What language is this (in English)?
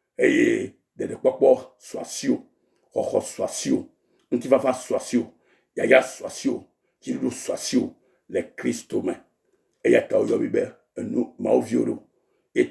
Ewe